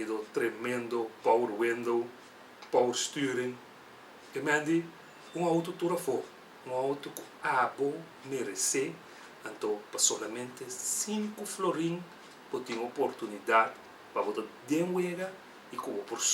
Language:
Papiamento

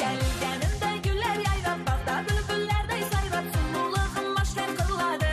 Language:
Kara-Kalpak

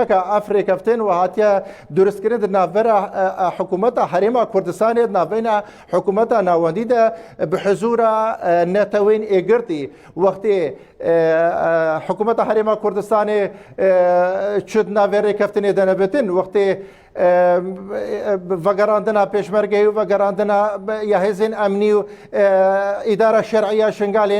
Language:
Kurdish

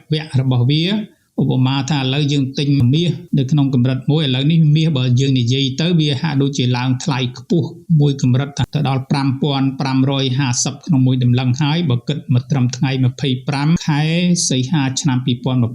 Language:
Khmer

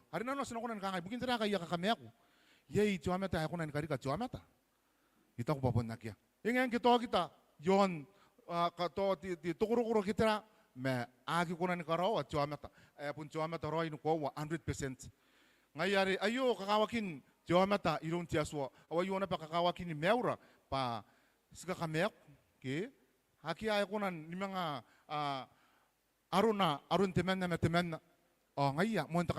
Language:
Gilbertese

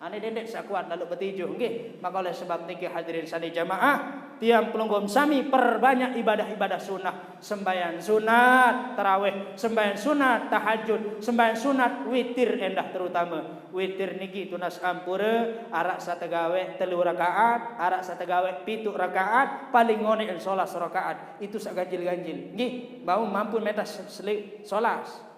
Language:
Sasak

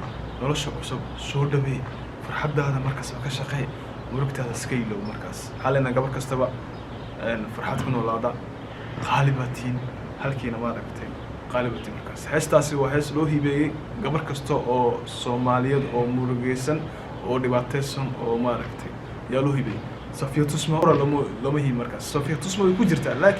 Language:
Somali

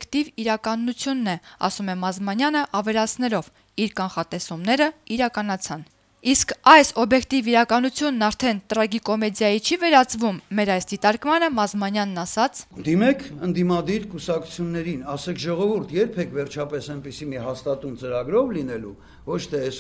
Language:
Armenian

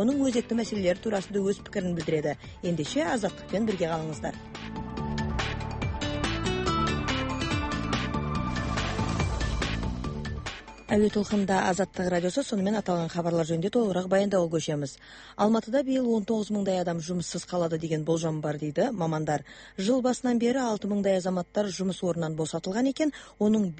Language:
Kazakh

